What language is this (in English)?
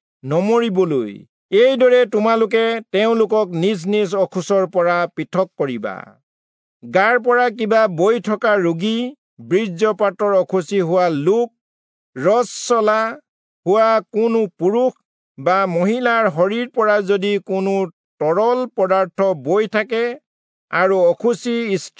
Assamese